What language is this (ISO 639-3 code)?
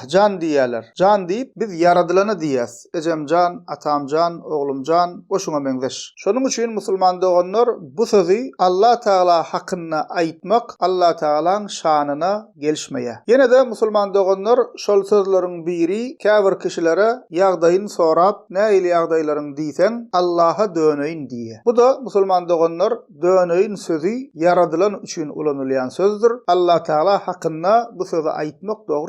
tuk